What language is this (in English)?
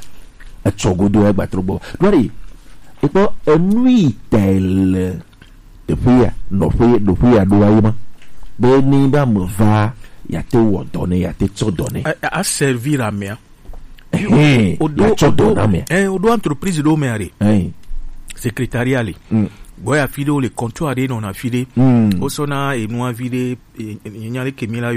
Gen